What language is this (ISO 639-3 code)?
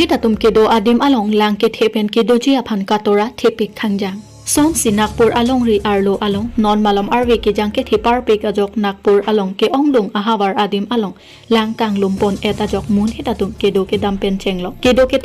mjw